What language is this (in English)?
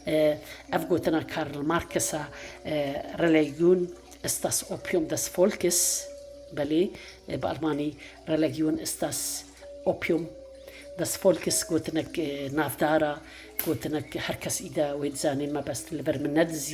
Kurdish